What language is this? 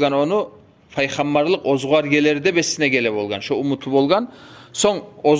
Kumyk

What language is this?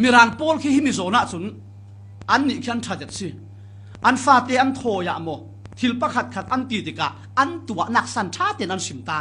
Falam Chin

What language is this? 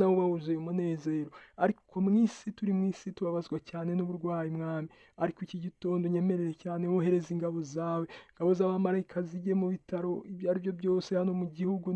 Kinyarwanda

